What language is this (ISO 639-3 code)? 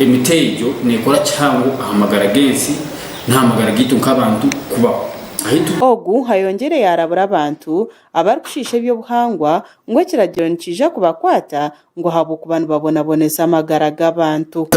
nyn